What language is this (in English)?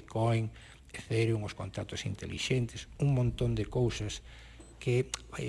Galician